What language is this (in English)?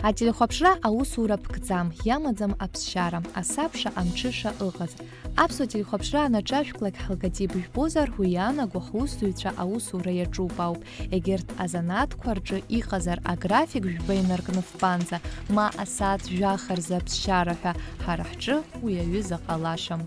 Abkhazian